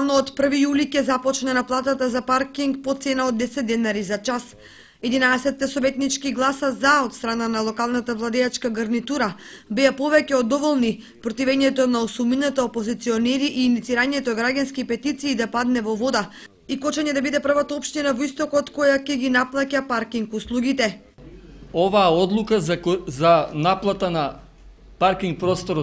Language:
Macedonian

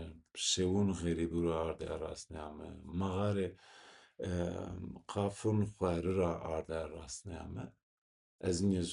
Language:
Zaza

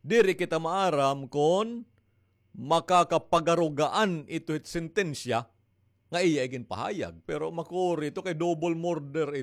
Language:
Waray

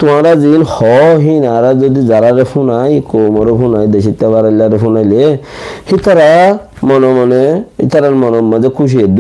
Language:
Rohingya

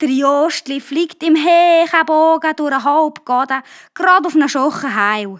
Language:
Swiss German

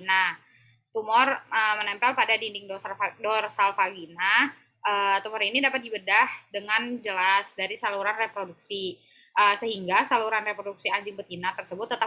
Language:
Indonesian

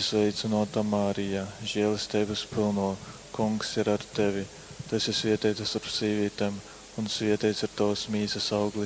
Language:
Latgalian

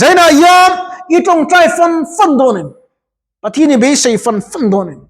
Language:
Mizo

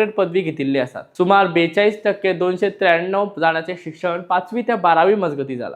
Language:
Konkani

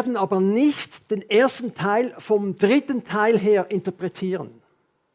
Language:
Swiss German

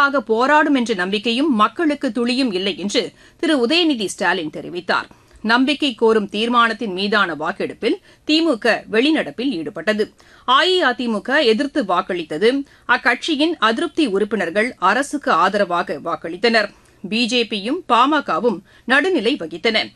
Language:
Tamil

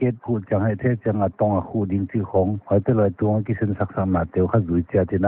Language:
Paite Chin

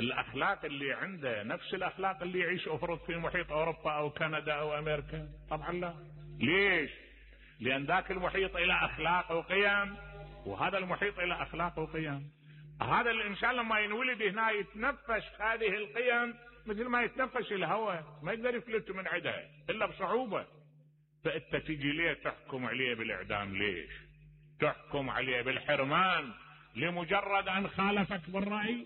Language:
Mesopotamian Arabic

